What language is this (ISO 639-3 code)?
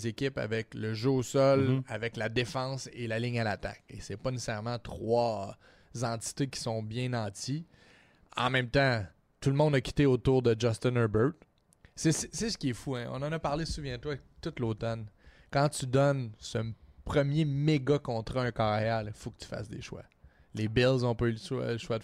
fra